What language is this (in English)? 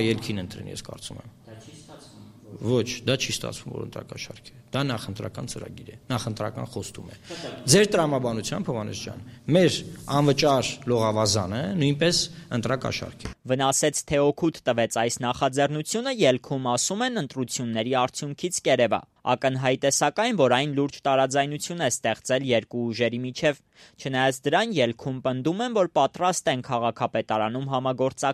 Armenian